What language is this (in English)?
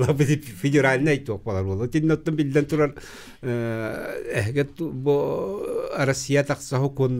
Yakut